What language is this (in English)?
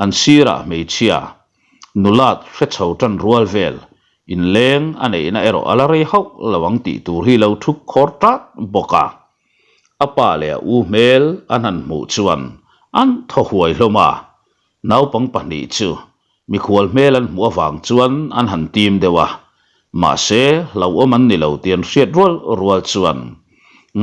Mizo